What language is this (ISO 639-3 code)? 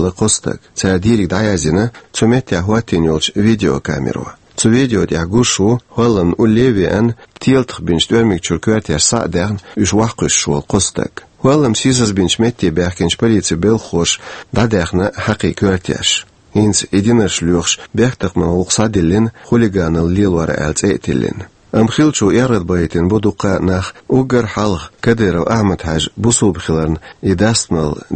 che